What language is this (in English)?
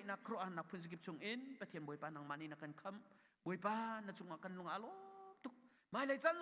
Hakha Chin